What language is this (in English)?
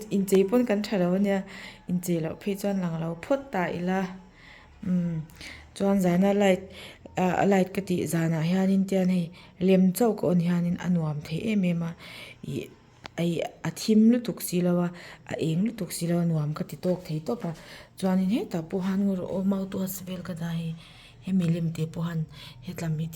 Mizo